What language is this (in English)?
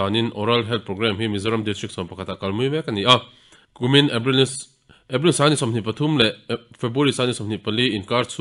Mizo